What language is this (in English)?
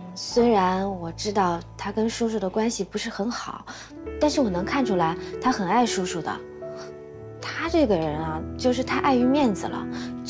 Chinese